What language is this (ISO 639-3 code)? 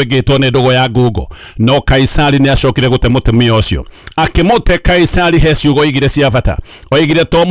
kik